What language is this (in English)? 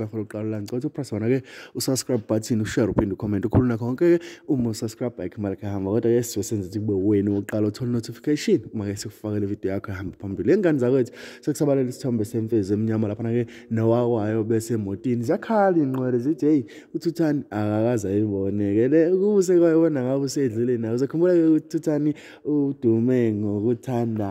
Zulu